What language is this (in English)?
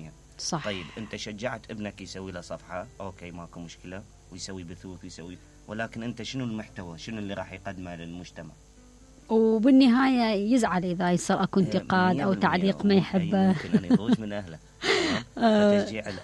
Mesopotamian Arabic